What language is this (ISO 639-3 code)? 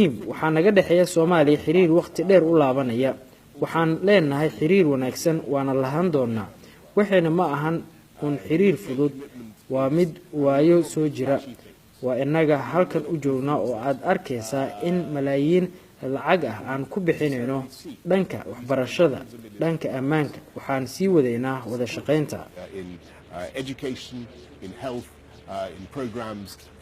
som